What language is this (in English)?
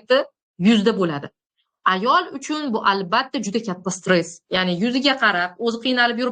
Uzbek